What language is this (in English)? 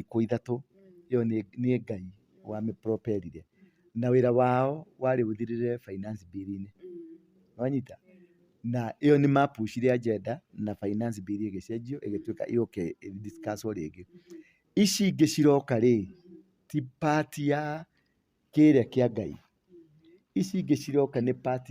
Kikuyu